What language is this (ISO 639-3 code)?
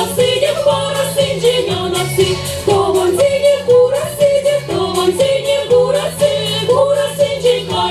chv